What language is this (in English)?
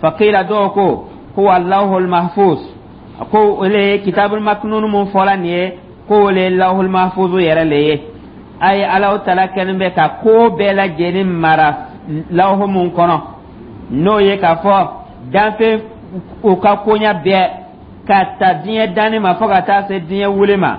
Dyula